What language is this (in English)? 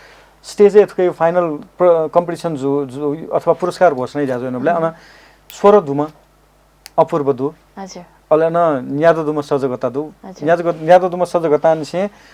Newari